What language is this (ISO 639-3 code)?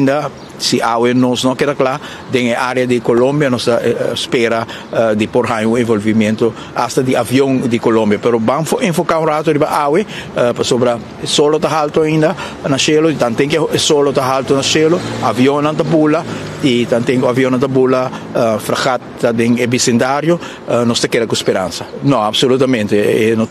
pap